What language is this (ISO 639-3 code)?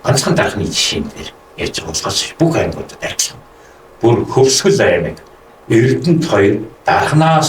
mon